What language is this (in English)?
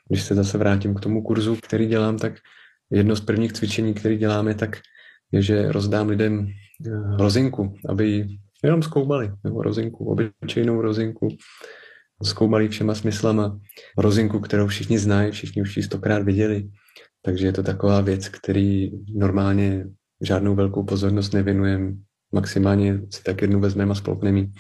Czech